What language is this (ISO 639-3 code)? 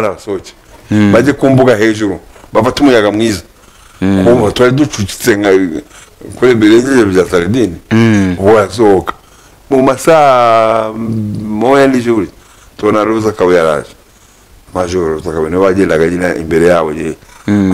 kin